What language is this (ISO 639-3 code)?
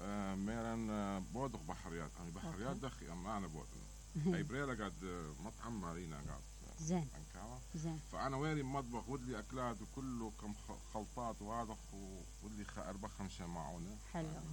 acm